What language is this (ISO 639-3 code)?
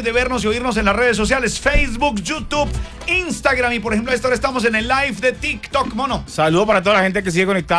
spa